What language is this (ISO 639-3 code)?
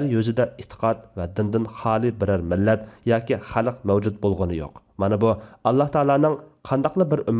uig